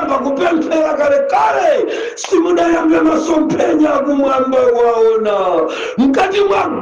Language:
Nyanja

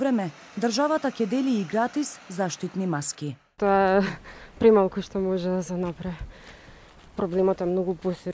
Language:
Macedonian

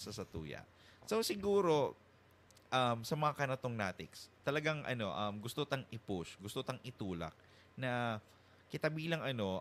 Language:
Bikol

